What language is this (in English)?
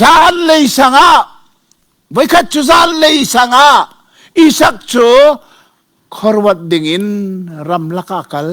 Hakha Chin